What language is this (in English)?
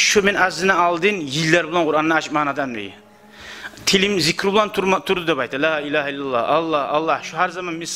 Kumyk